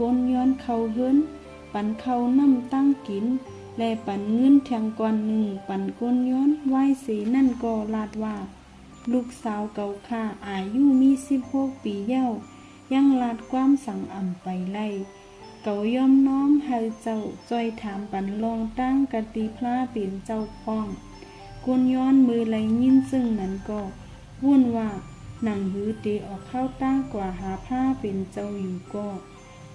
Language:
Shan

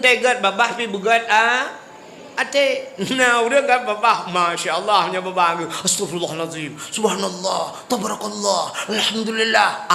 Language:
Achinese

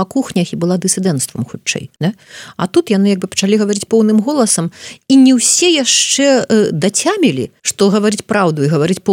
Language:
Belarusian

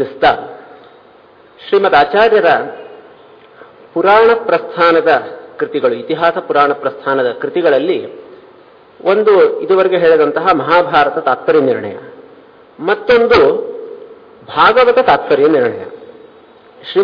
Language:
Kannada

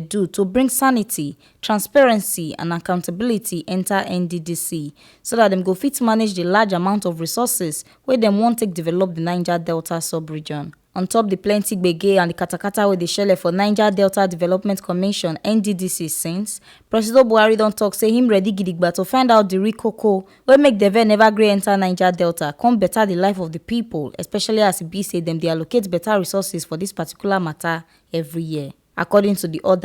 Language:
Nigerian Pidgin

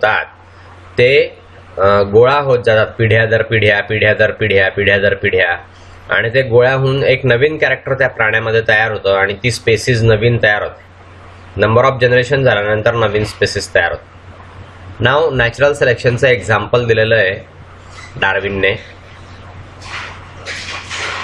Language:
Marathi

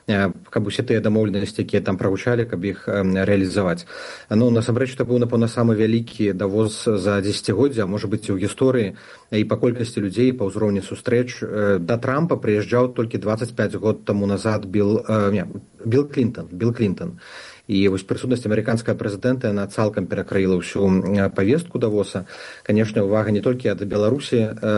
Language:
Belarusian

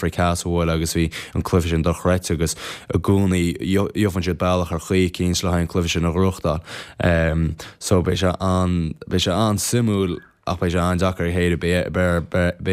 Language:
Irish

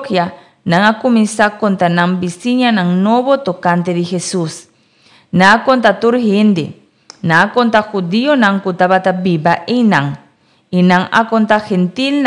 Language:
Papiamento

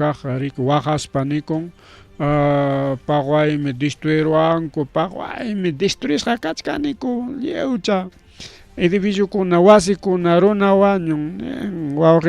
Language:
Ayacucho Quechua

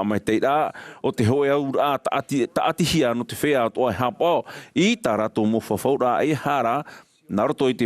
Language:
Tahitian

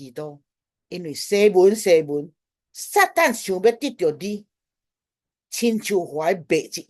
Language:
Min Nan Chinese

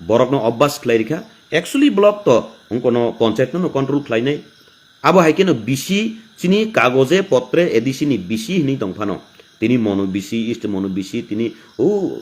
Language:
Kok Borok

